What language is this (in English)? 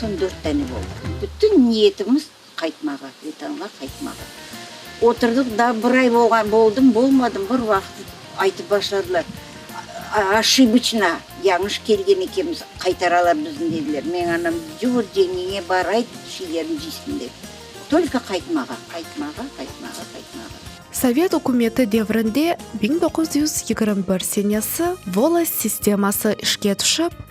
Crimean Tatar